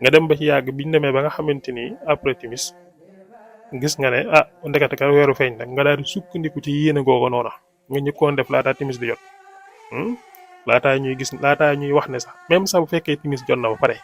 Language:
Wolof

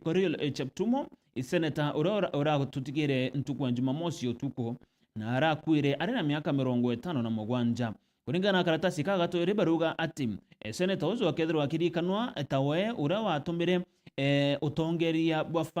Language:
Meru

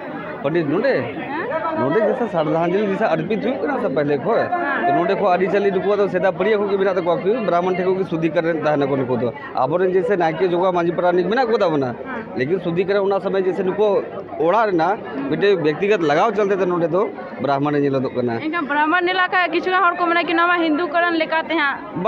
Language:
Santali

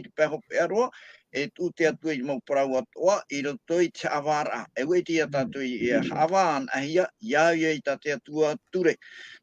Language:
Tahitian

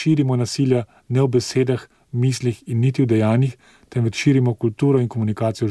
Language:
Slovenian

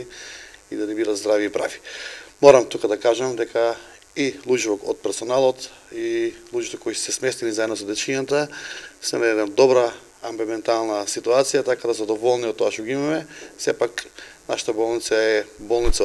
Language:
Macedonian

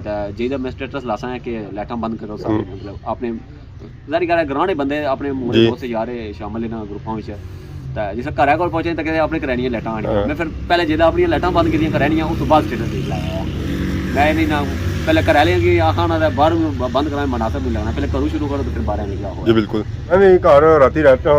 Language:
Pahari-Potwari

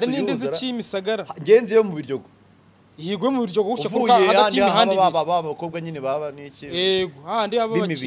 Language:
Kinyarwanda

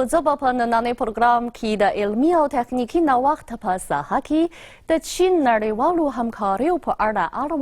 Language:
Pashto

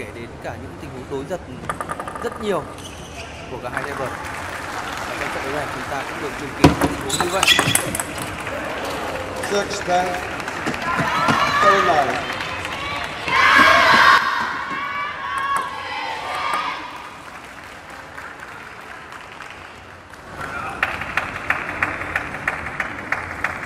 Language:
Vietnamese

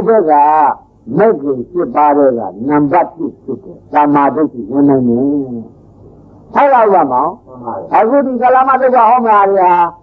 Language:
Burmese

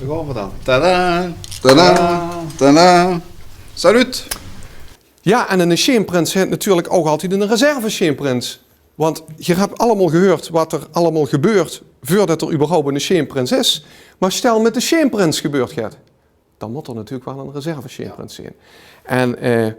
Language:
Limburgish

